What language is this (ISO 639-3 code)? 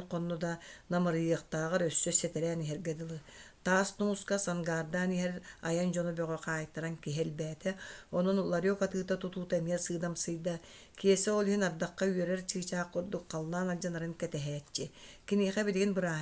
sah